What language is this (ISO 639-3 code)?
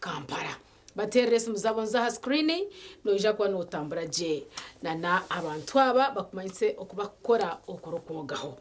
nyn